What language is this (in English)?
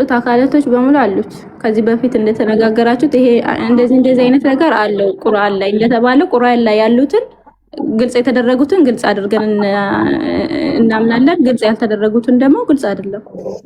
Amharic